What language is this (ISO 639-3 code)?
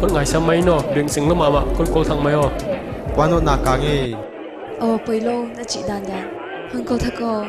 pck